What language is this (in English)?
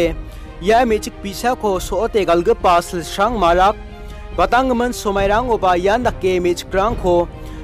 Garo